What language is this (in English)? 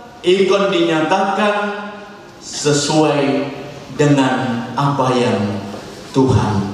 Batak Toba